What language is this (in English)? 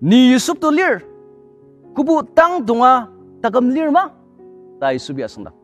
Ao Naga